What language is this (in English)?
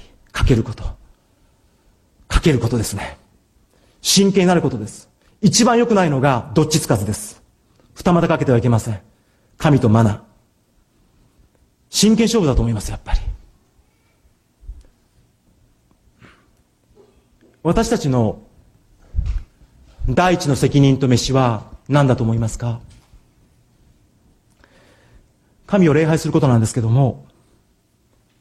Japanese